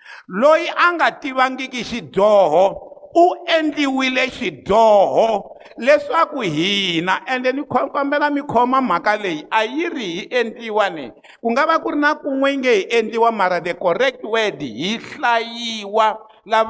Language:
Tsonga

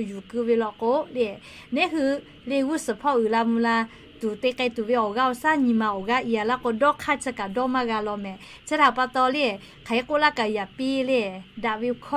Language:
Lahu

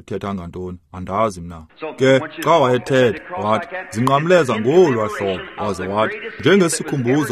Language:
Xhosa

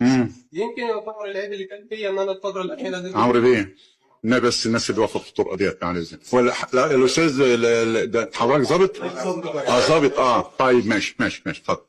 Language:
Egyptian Arabic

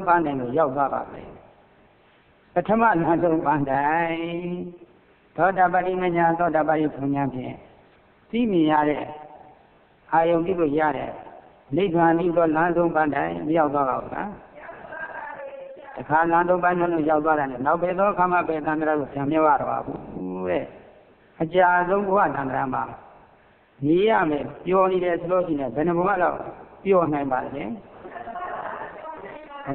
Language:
Burmese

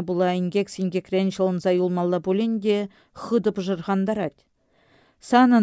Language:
Chuvash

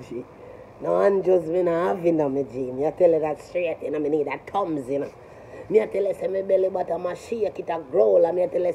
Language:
Jamaican Creole English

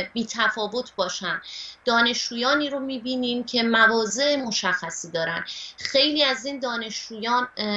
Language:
Persian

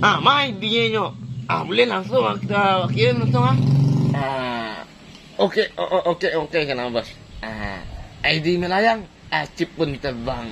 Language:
Minangkabau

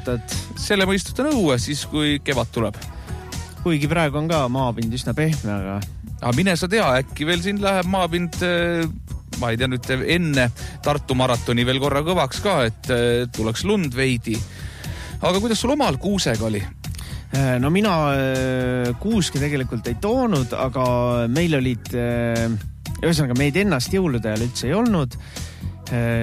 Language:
Estonian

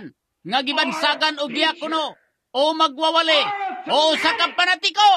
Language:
Cebuano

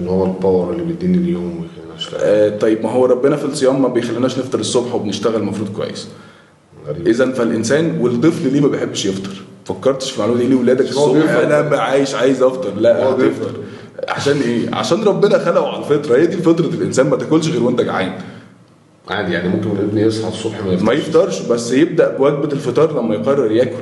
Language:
Egyptian Arabic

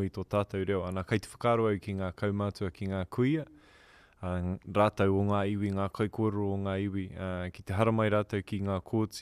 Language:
Māori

